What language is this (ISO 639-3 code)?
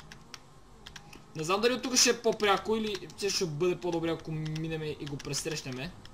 bul